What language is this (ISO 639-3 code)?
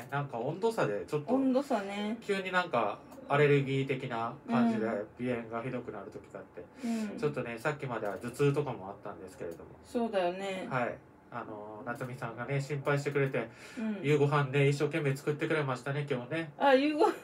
jpn